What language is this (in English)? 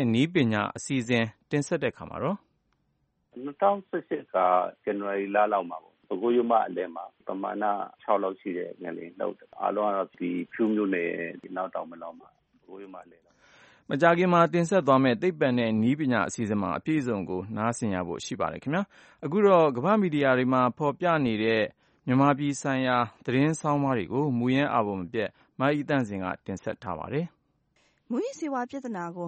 Burmese